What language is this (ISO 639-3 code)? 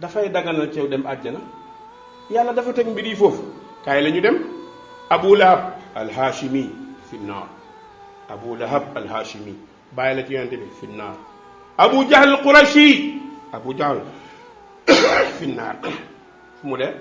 wol